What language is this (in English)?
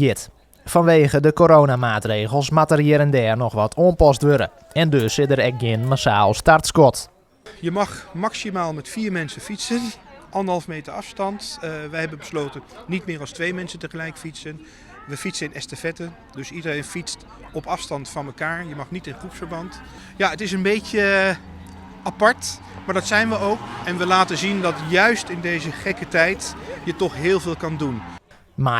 Western Frisian